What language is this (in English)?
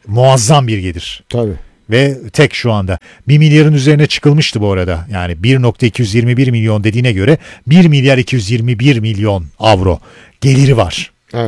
Turkish